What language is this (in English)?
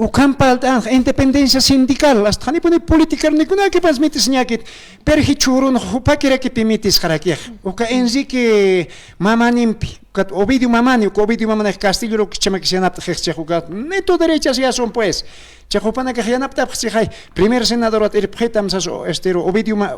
Aymara